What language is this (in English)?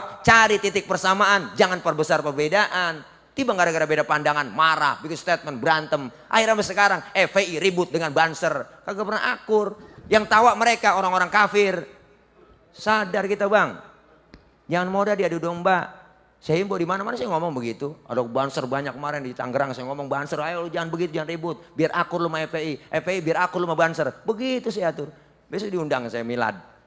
Betawi